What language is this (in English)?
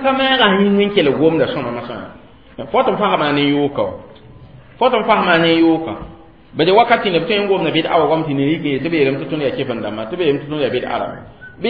Mossi